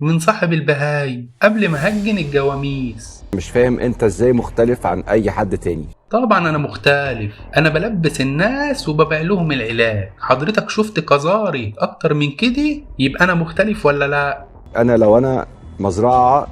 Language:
Egyptian Arabic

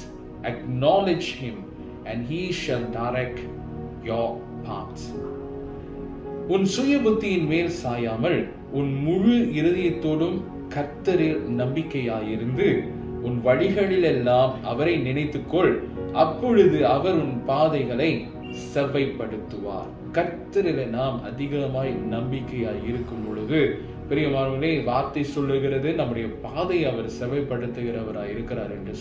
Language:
Tamil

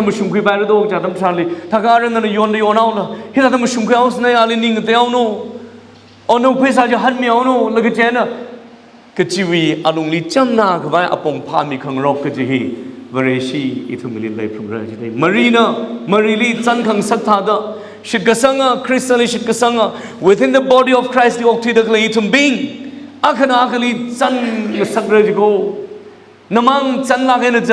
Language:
Tangkhul Naga (India)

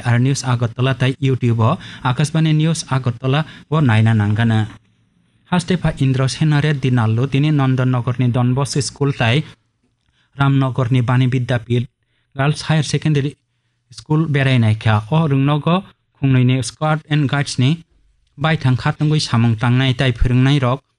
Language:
Kok Borok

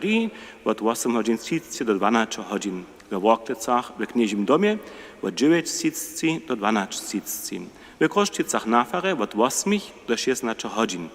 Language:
Upper Sorbian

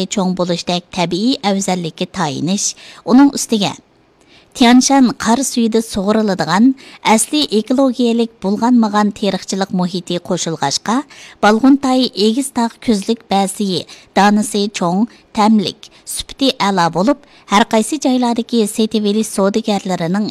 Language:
Uyghur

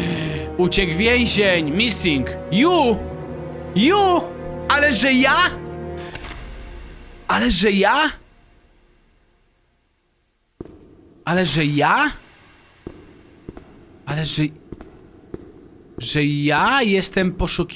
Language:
Polish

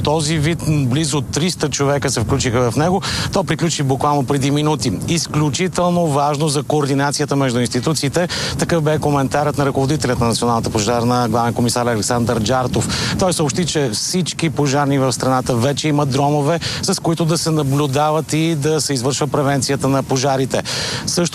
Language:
Bulgarian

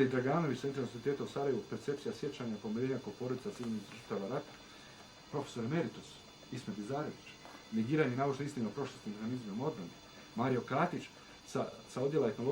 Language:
Bosnian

